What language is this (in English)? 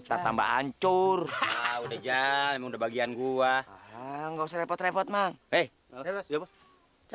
Betawi